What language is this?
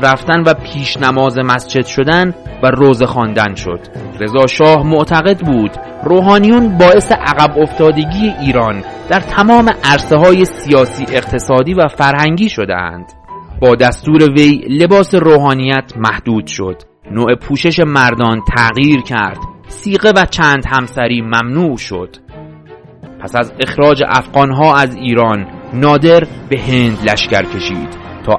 Persian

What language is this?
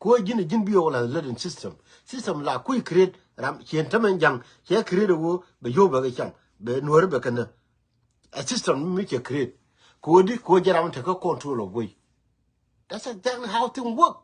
Nuer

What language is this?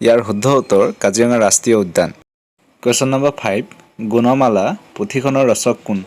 Assamese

